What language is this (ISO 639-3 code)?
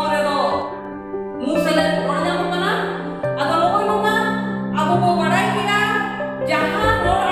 sat